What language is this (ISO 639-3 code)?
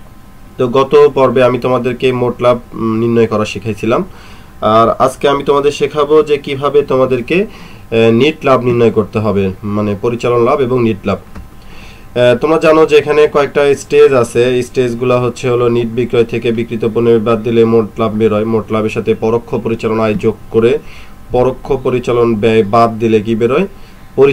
ben